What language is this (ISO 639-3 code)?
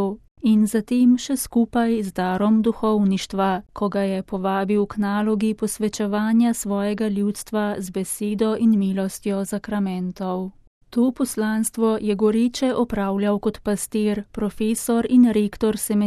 slv